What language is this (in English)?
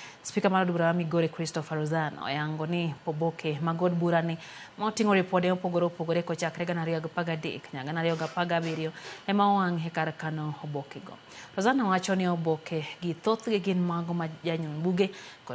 Luo (Kenya and Tanzania)